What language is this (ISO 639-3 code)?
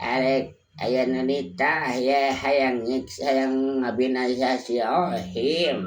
sun